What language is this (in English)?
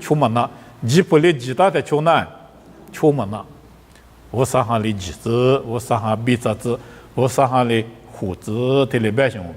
Lisu